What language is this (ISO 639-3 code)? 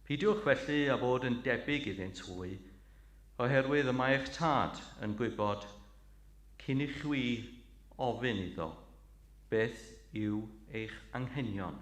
cym